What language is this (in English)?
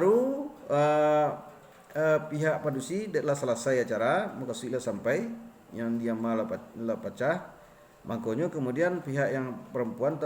Minangkabau